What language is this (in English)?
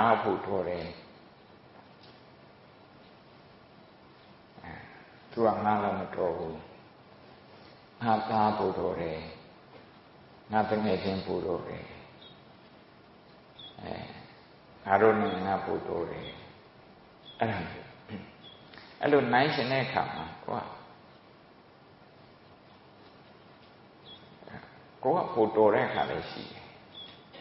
Burmese